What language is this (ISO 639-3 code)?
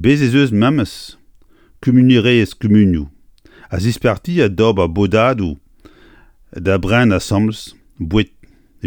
bre